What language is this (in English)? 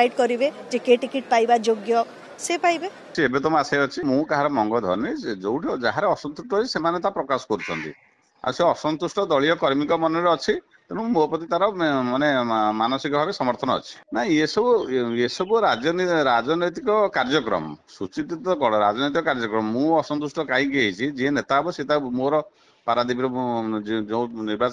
Odia